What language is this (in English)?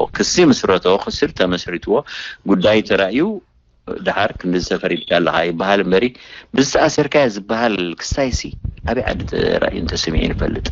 Tigrinya